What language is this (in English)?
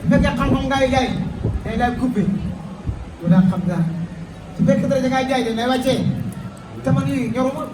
Wolof